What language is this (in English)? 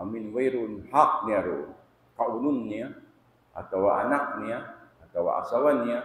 Tausug